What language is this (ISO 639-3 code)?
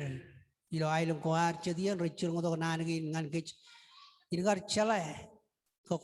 mah